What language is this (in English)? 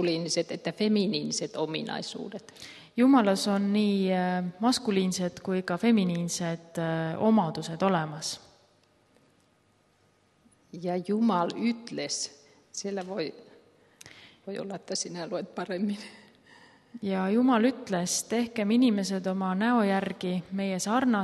Estonian